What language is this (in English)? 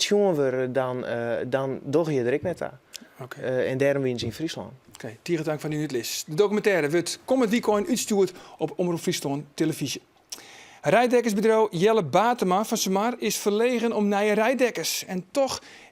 Western Frisian